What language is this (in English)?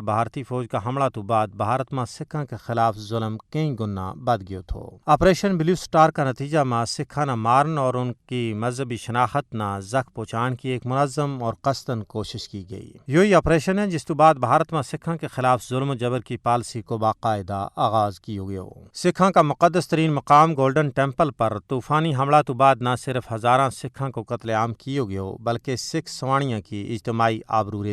Gujari